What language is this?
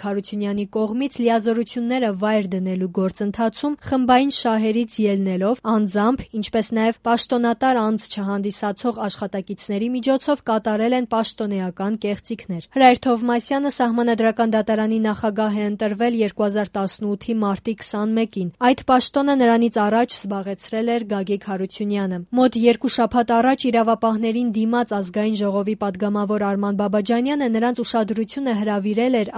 Armenian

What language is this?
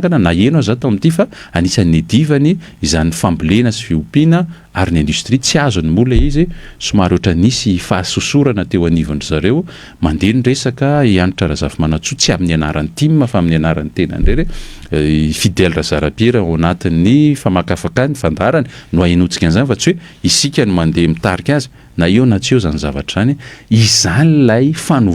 Malagasy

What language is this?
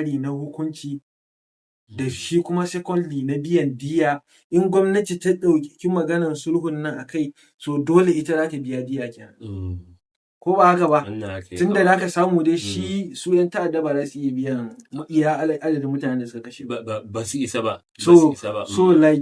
Hausa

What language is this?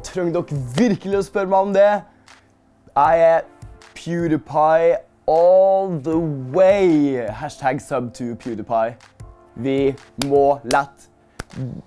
Norwegian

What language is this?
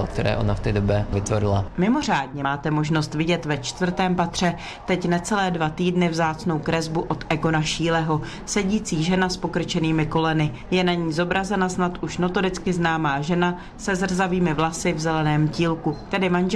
Czech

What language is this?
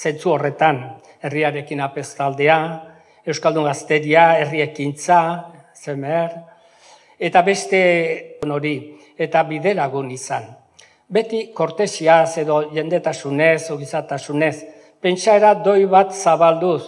Basque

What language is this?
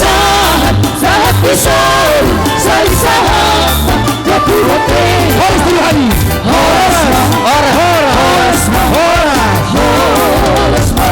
Batak Toba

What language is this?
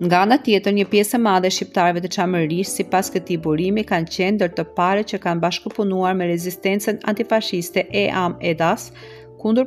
Albanian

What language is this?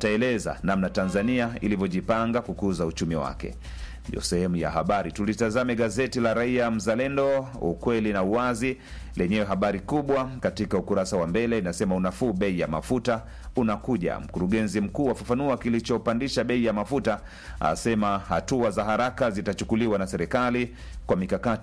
Swahili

